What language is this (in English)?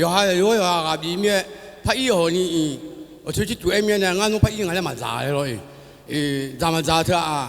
Akha